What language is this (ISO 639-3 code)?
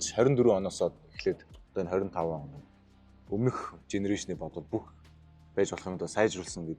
mon